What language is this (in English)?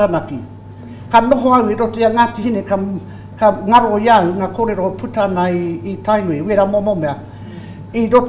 Māori